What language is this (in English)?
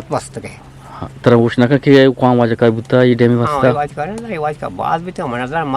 Eastern Balochi